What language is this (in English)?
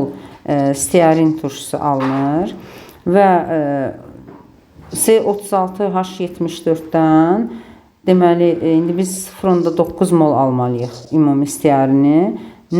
Azerbaijani